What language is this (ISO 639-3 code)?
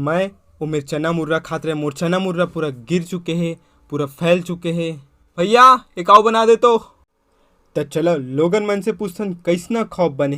hne